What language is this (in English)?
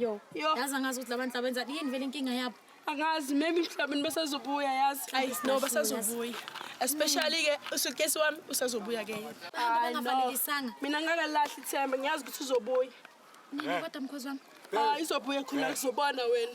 Zulu